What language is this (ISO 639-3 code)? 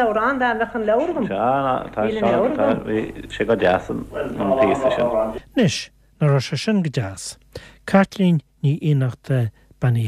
gle